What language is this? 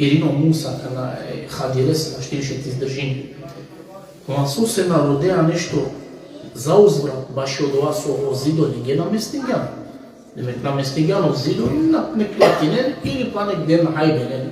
Balkan Romani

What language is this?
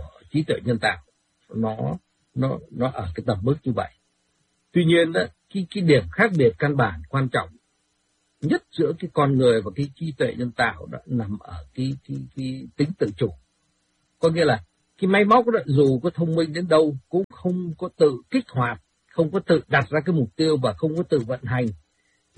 Vietnamese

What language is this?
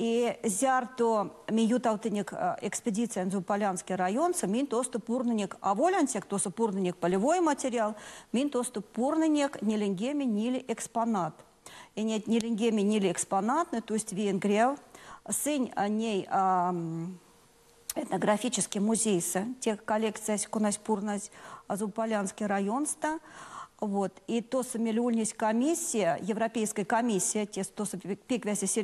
Erzya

